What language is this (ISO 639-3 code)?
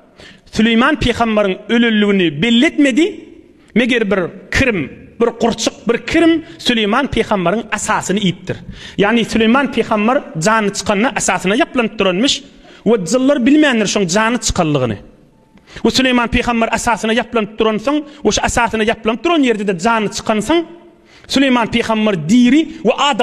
tuk